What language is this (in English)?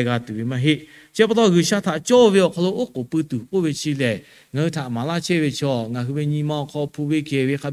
Lahu